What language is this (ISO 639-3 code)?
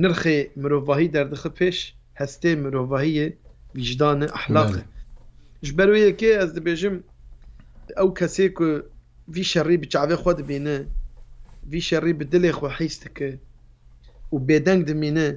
kur